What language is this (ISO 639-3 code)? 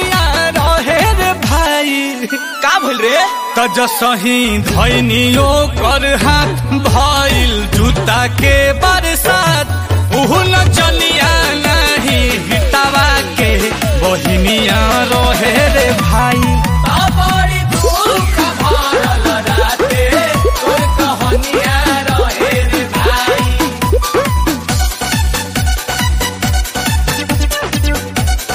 bho